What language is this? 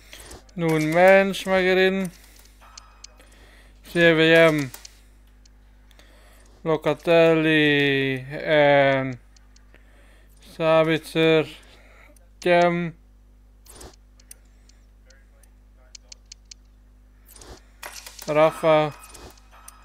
Dutch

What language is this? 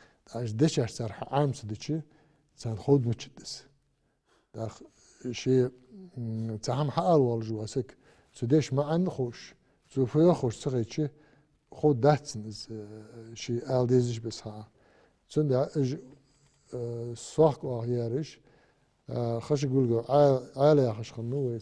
Ingush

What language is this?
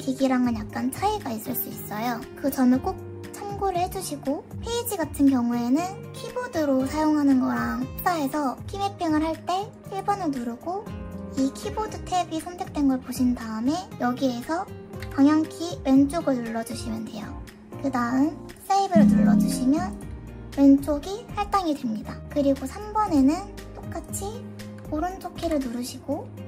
Korean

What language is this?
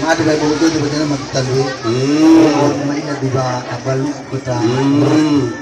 Nias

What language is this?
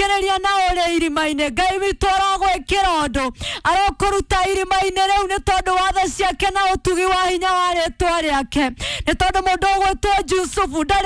Kikuyu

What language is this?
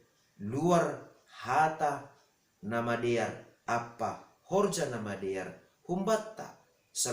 Batak Simalungun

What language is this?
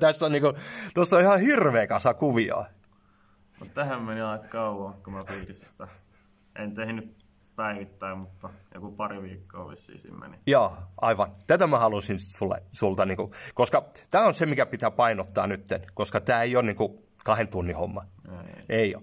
Finnish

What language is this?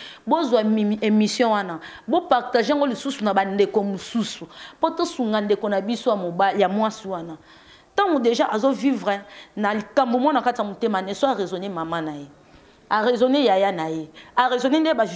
Lingala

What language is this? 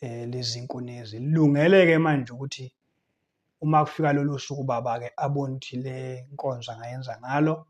Zulu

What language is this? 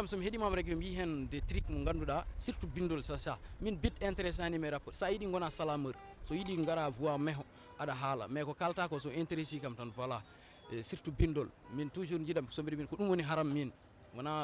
Fula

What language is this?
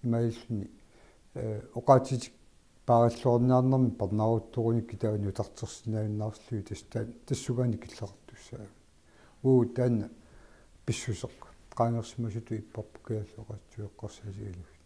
Kalaallisut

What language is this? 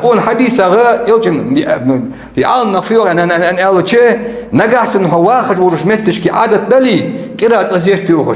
Ingush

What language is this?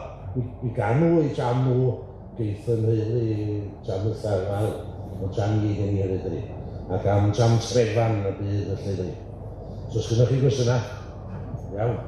Welsh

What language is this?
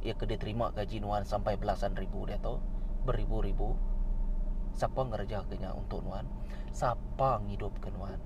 Iban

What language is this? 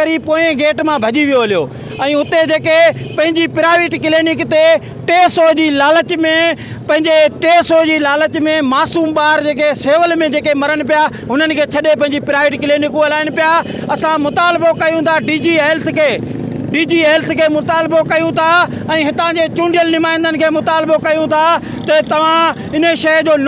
Sindhi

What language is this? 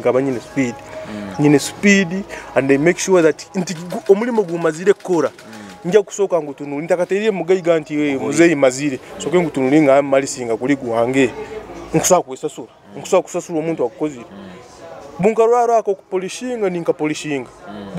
Nyoro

